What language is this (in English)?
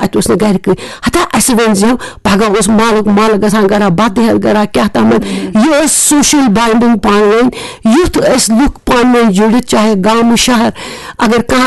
Kashmiri